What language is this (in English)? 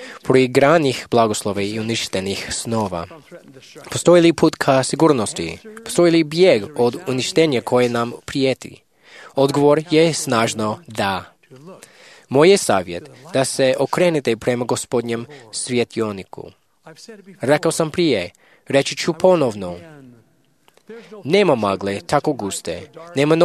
Croatian